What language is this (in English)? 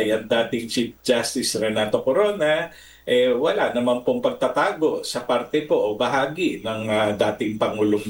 Filipino